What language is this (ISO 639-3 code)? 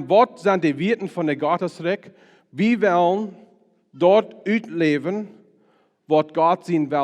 pdt